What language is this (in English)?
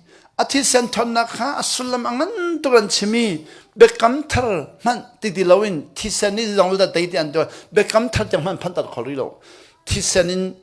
Hakha Chin